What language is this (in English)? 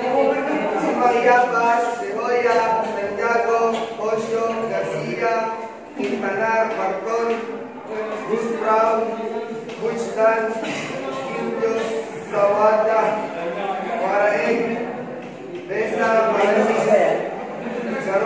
Filipino